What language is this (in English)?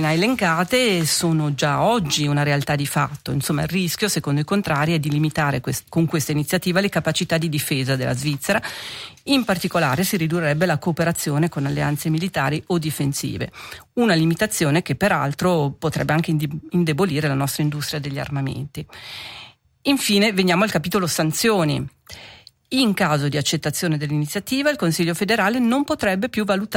Italian